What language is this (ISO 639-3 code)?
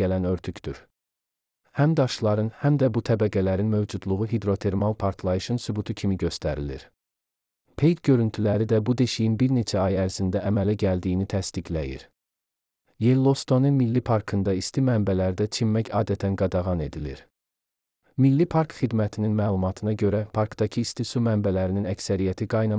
aze